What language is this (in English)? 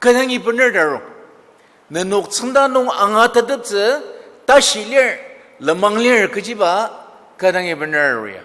Ao Naga